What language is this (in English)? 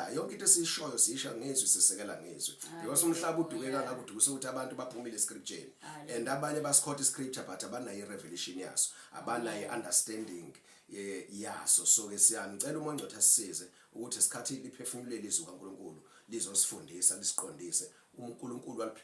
Zulu